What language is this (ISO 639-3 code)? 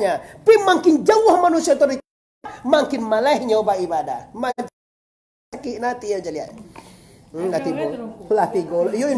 min